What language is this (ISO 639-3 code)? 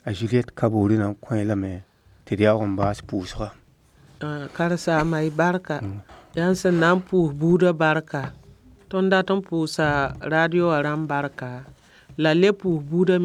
mos